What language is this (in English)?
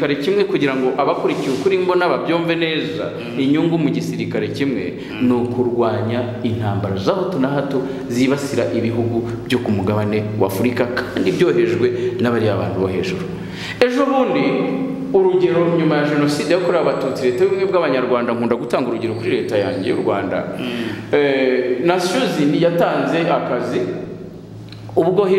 Kinyarwanda